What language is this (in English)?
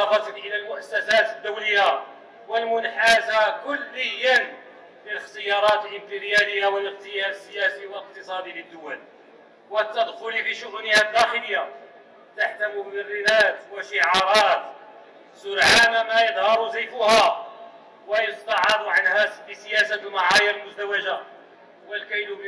Arabic